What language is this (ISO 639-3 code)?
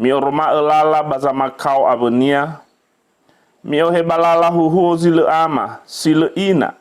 nia